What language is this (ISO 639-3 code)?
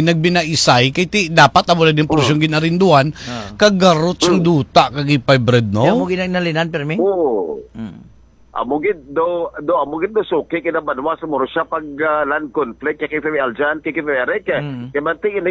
hil